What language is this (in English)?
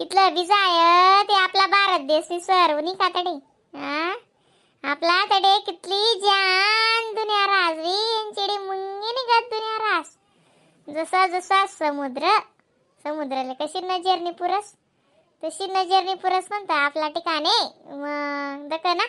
Khandesi